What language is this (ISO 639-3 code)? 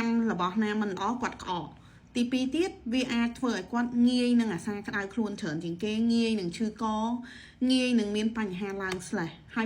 khm